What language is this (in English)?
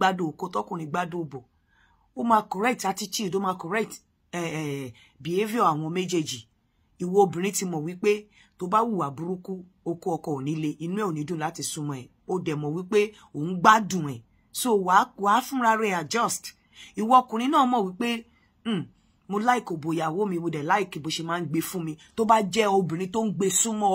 Yoruba